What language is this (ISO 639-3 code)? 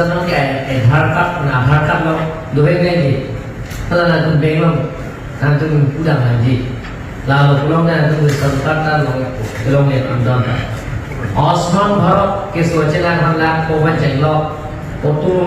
mjw